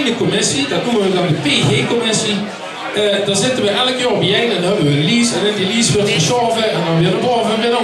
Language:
Limburgish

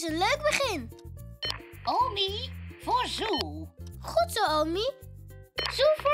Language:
Dutch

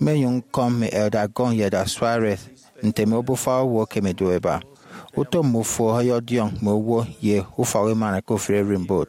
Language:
Efik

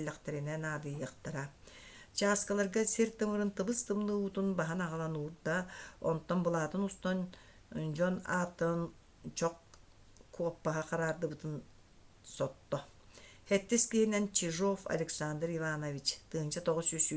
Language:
Yakut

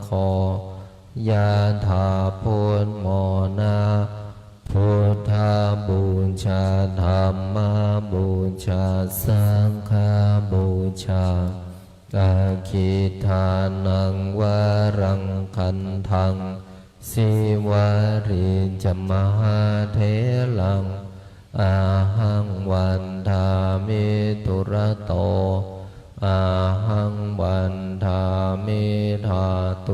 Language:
Pali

